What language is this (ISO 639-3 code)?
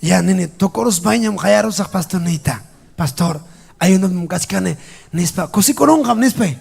quy